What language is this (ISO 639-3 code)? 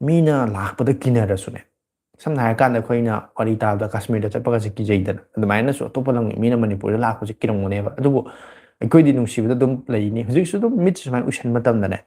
mni